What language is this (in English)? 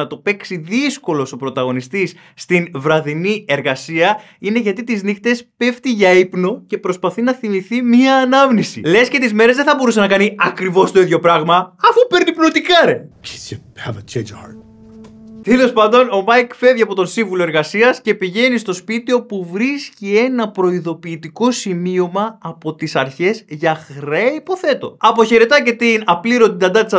Greek